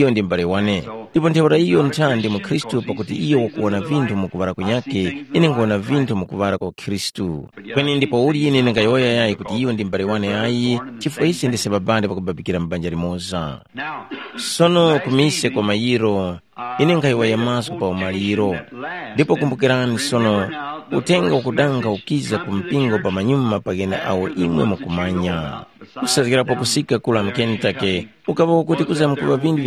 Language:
Tumbuka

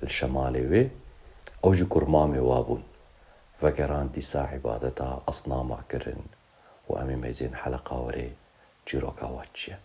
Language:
Kurdish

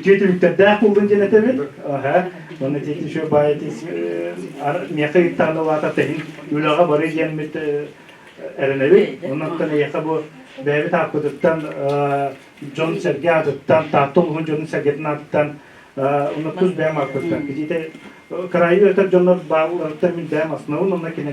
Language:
Yakut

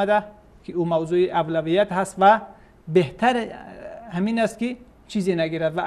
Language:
Persian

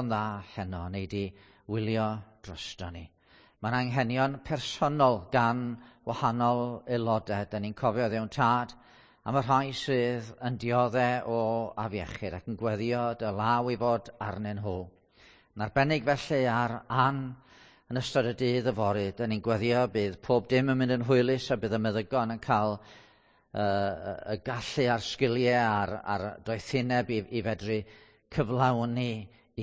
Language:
Welsh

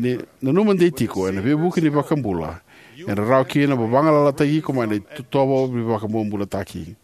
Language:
Fijian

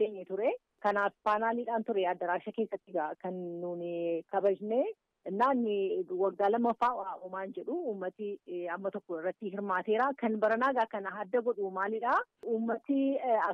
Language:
Oromo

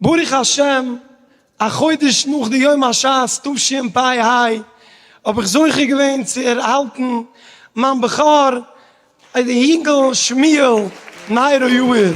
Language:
Yiddish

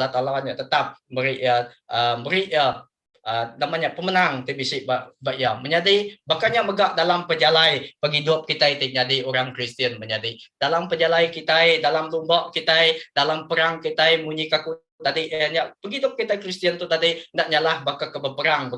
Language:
Iban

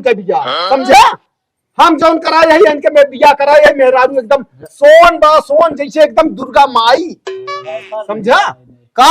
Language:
Awadhi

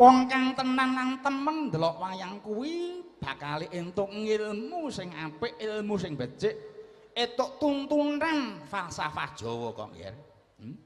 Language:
Javanese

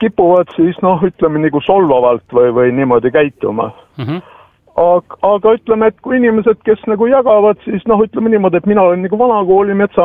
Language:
Estonian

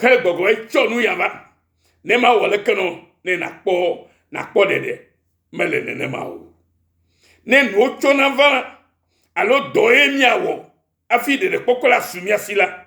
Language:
Ewe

